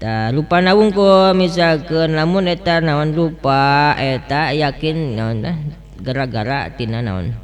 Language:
Sundanese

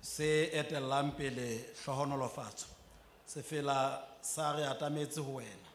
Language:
Southern Sotho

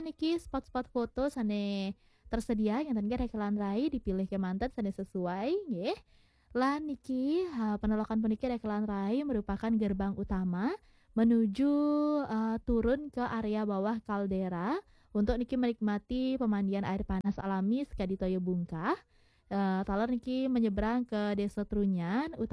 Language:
Balinese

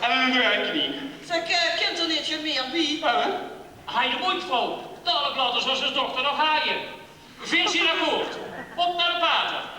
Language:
Limburgish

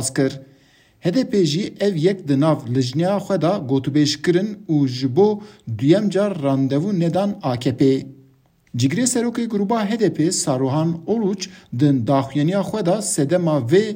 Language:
Kurdish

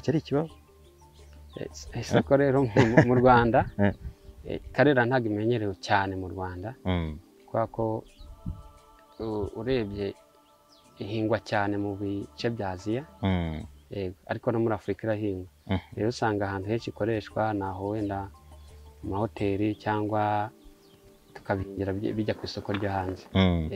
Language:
Kinyarwanda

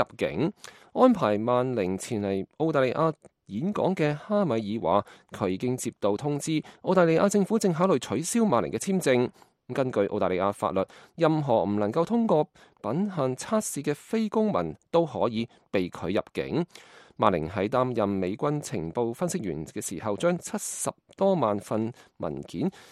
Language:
Cantonese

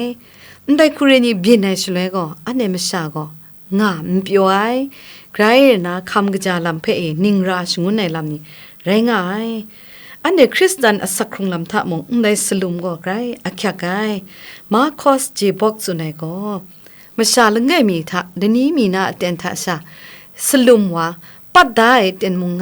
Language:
Kachin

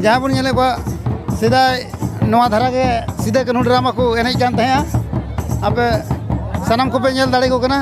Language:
Santali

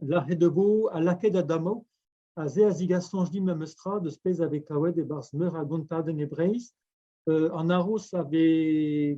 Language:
Breton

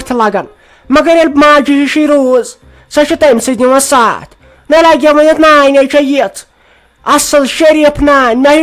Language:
Kashmiri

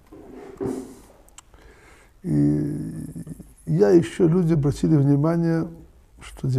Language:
Russian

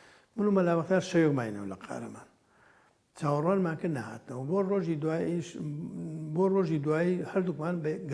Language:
Central Kurdish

